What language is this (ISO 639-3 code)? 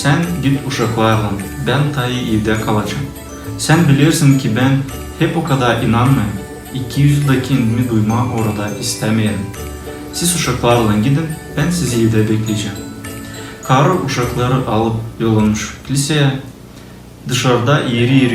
gag